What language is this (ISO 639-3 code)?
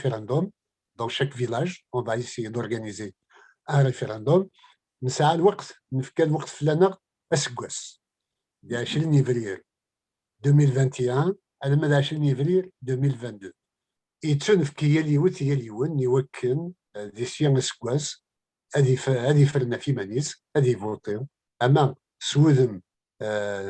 kab